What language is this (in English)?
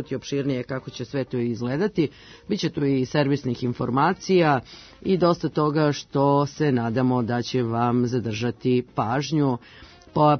Serbian